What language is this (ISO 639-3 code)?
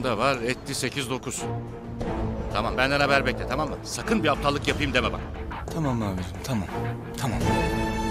tur